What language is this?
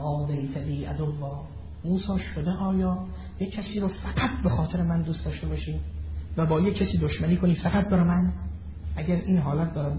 Persian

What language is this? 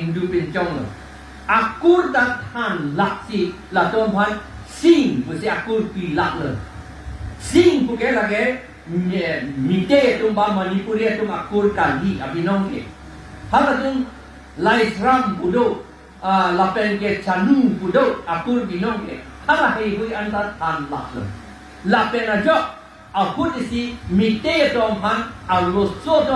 Karbi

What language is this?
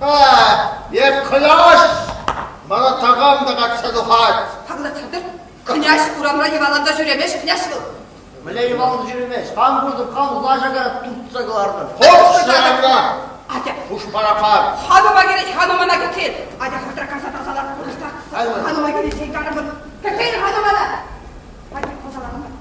Chuvash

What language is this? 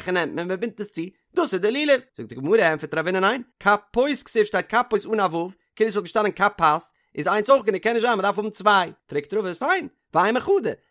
Yiddish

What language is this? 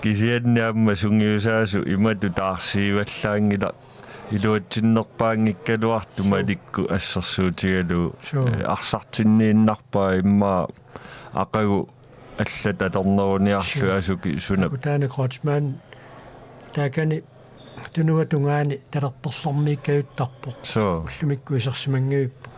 Kalaallisut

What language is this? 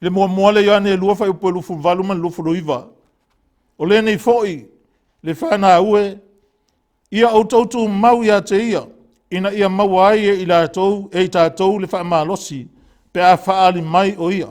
Samoan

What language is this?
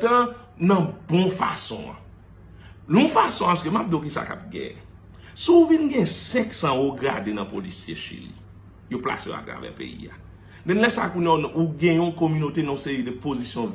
Haitian Creole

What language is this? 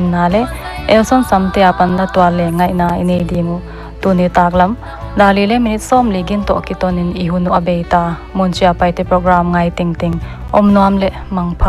Paite Chin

